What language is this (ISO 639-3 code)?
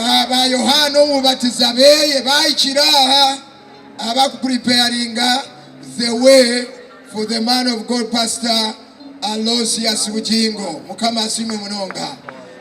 nyn